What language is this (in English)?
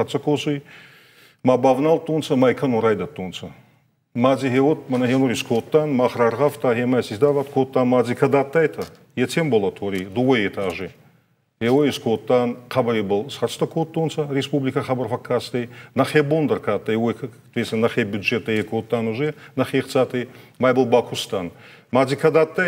Ossetic